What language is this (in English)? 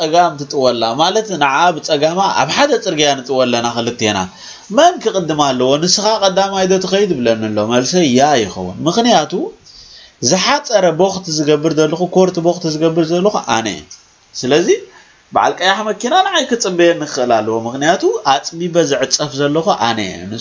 Tigrinya